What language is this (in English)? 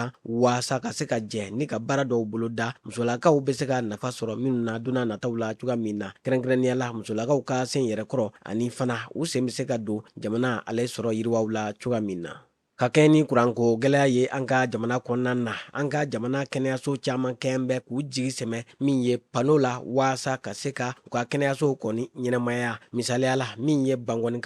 Bambara